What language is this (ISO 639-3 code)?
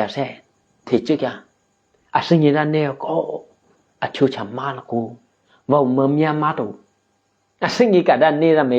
eky